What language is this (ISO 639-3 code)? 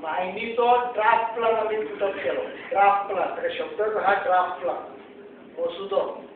kok